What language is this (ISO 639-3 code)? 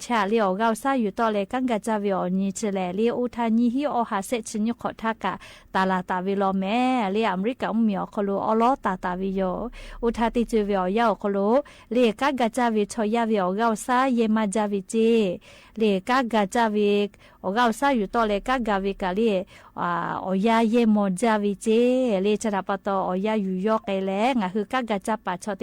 lhu